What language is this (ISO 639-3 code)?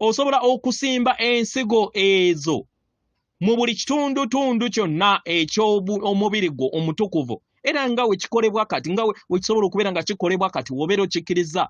lug